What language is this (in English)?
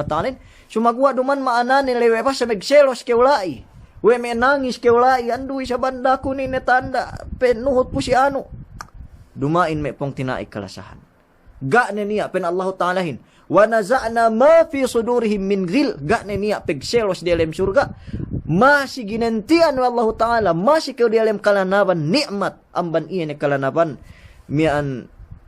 Yakan